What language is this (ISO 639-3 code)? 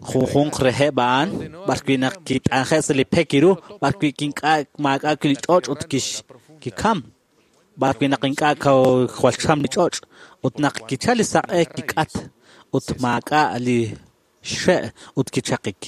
kek